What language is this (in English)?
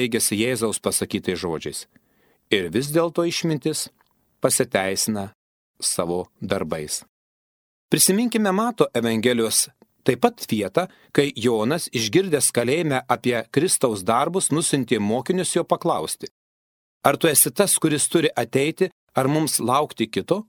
Lithuanian